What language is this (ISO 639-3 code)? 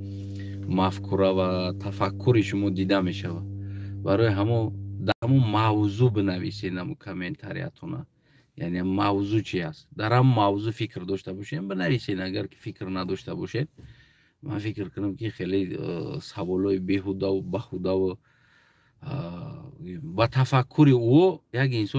tgk